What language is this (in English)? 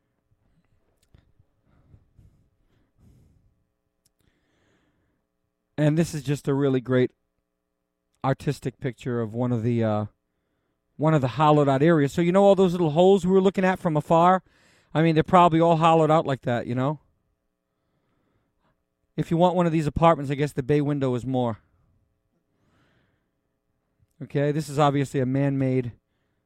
English